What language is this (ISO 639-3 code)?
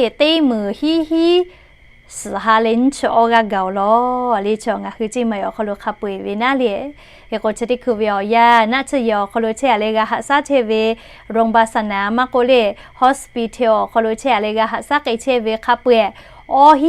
lhu